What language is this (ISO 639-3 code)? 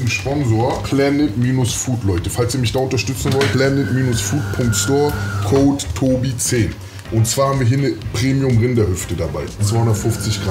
deu